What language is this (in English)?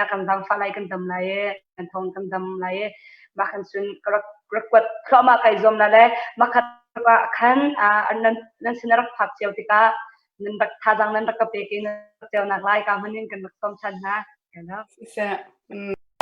Hakha Chin